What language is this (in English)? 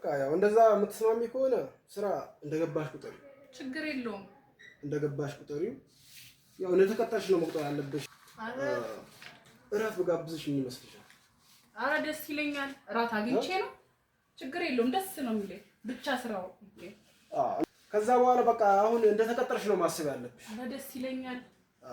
Amharic